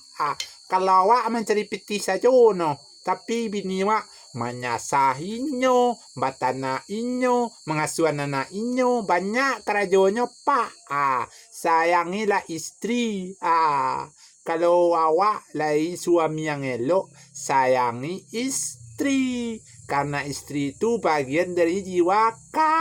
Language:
Minangkabau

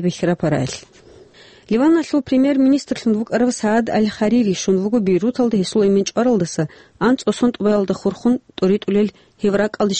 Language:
Avaric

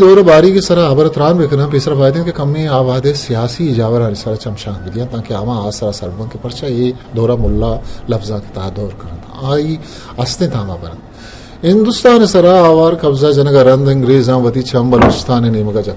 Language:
Eastern Balochi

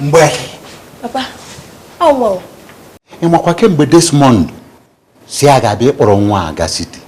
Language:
Igbo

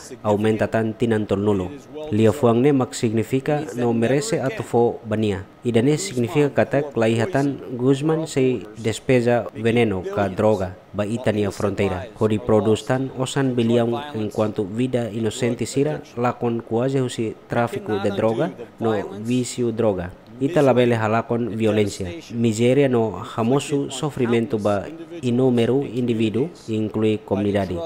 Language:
Tetum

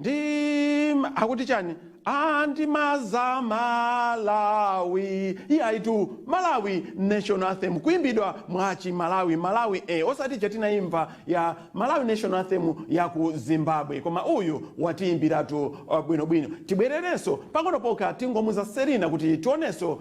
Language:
Nyanja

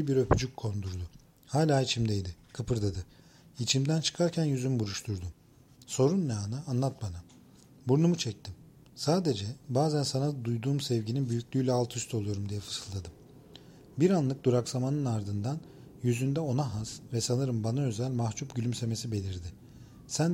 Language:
Turkish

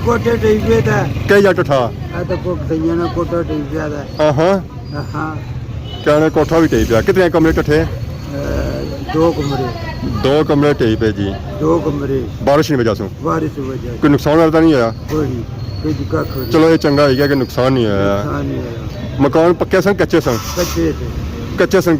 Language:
Pahari-Potwari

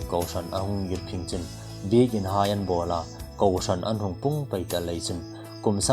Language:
Hmar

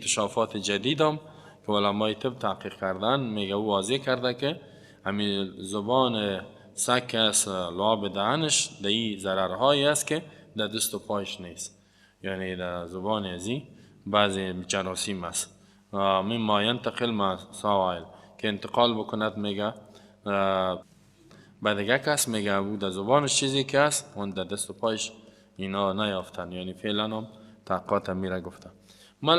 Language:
Persian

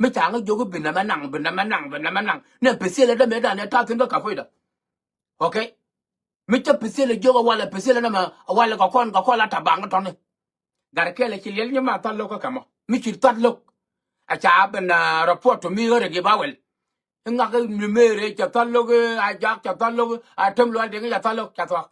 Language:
Nuer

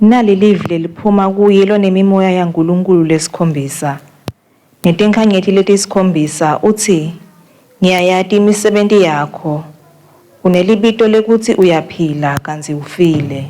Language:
Swati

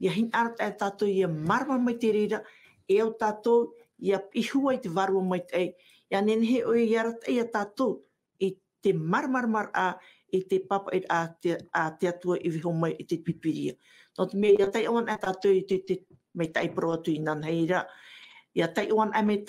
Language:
Tahitian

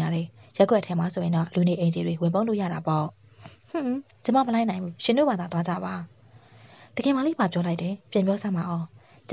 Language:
Burmese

